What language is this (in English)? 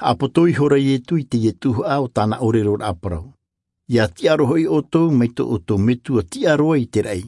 Tahitian